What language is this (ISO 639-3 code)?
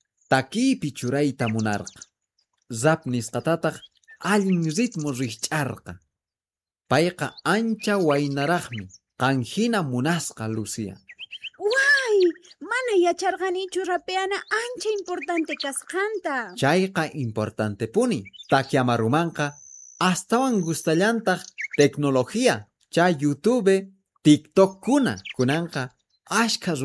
que